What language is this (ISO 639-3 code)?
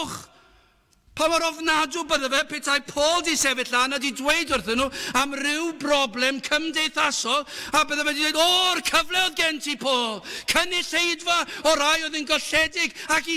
cym